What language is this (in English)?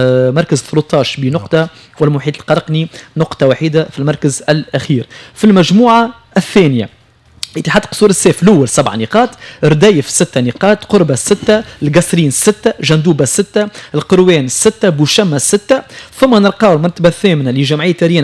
Tunisian Arabic